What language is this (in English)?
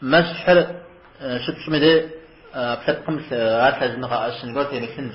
Kabardian